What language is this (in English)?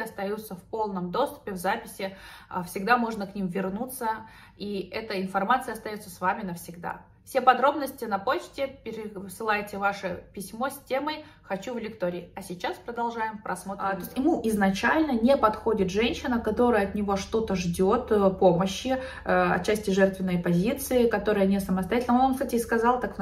Russian